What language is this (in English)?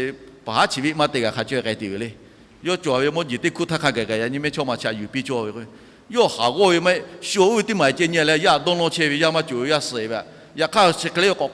Lahu